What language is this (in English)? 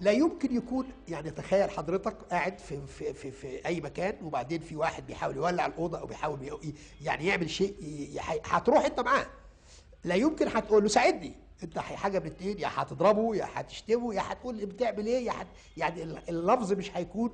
Egyptian Arabic